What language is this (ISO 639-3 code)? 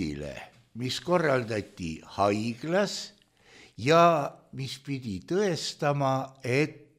est